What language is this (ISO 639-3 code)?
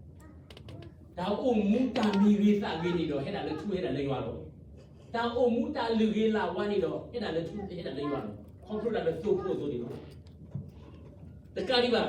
ksw